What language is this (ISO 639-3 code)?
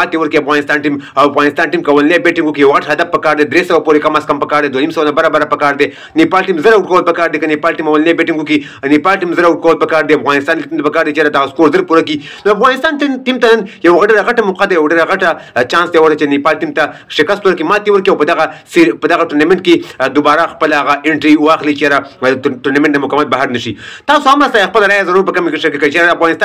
pus